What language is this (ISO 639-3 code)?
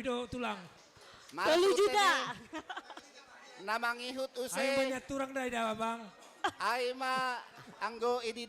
bts